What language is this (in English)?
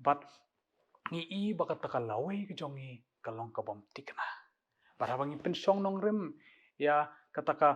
Khasi